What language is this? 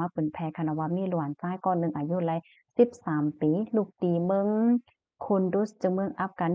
Shan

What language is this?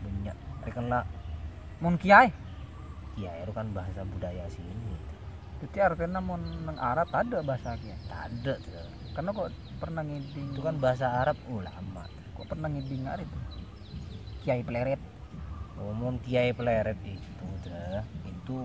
Madurese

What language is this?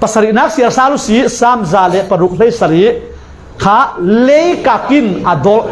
Falam Chin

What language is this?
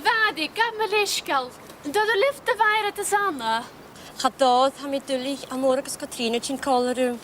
Scottish Gaelic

